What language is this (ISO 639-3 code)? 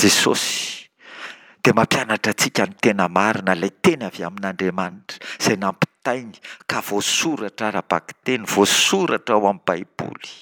mlg